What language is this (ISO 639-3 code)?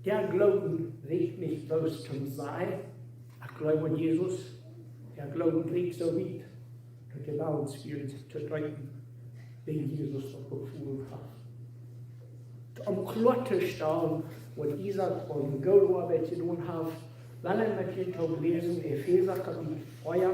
pdt